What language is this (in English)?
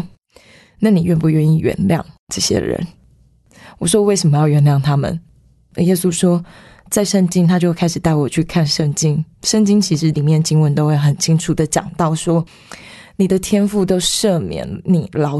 Chinese